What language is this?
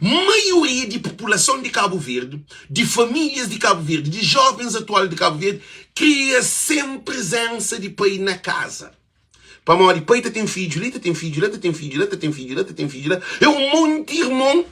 Kabuverdianu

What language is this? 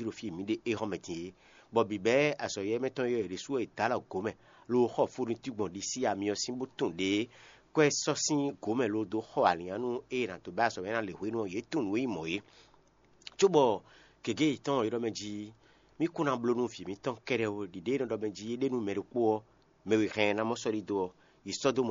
Fon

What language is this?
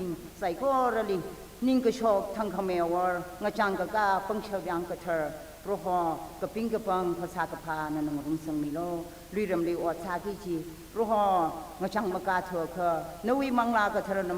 Tangkhul Naga (India)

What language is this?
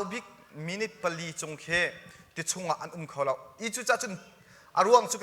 Hakha Chin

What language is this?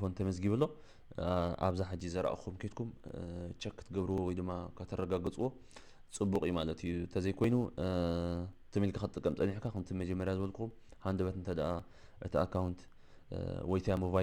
Tigrinya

